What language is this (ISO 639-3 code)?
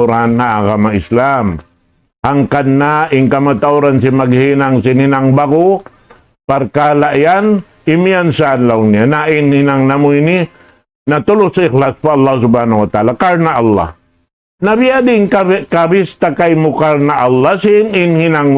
tsg